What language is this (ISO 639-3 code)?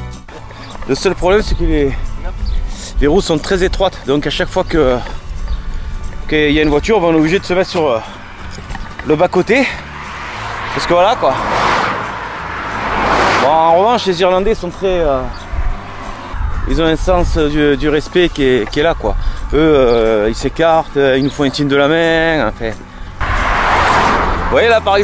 fra